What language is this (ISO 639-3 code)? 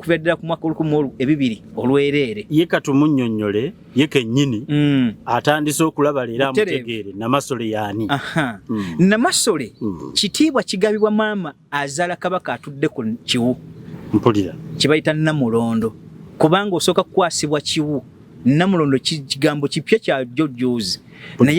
lug